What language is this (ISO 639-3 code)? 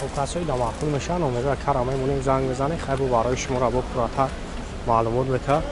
tgk